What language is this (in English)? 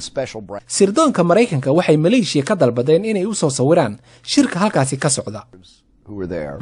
Somali